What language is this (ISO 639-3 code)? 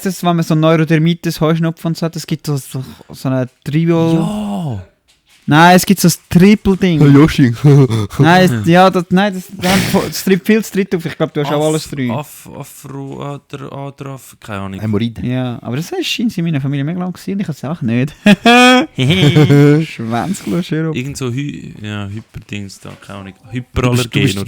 gsw